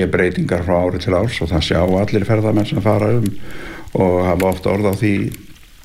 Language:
Icelandic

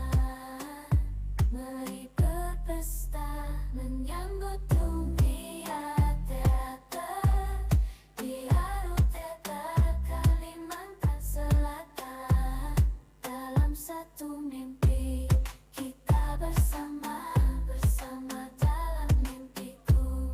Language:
Banjar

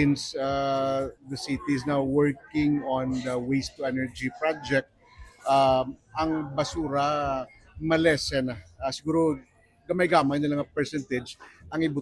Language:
Hiligaynon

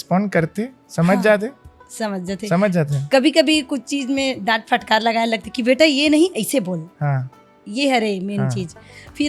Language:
Chhattisgarhi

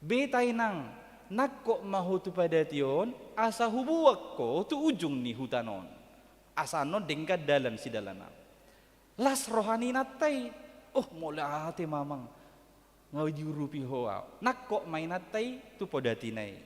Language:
Batak Toba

